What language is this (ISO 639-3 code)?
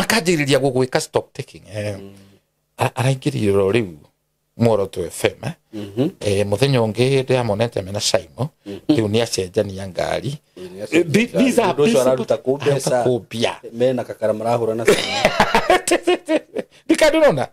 kik